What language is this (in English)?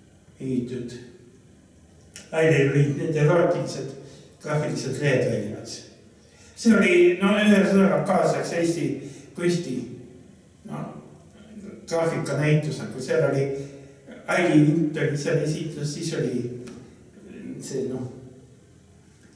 Estonian